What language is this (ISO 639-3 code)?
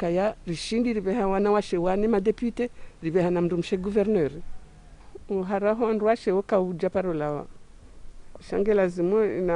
zdj